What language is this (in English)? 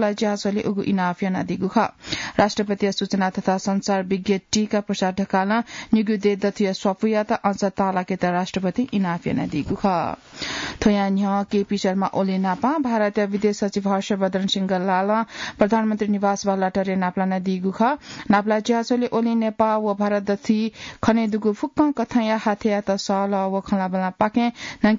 Newari